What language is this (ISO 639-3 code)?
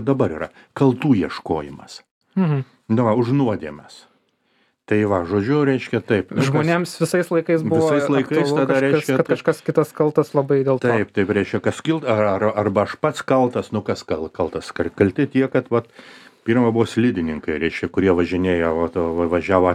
lit